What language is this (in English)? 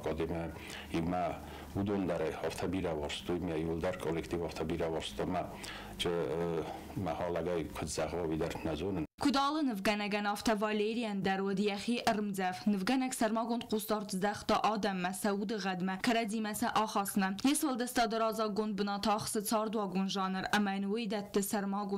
Ossetic